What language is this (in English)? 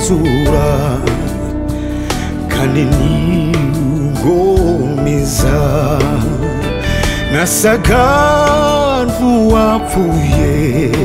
Kinyarwanda